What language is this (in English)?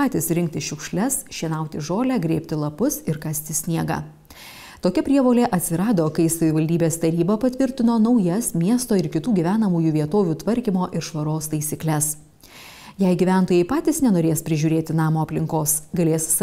Lithuanian